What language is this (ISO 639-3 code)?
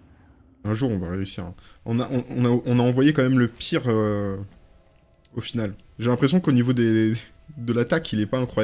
fra